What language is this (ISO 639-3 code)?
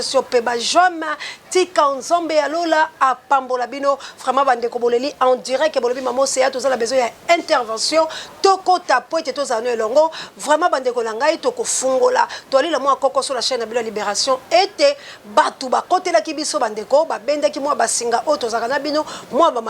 lin